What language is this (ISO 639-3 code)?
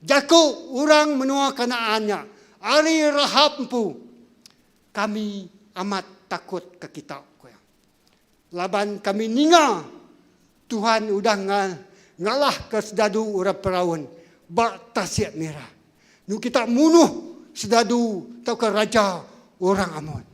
iba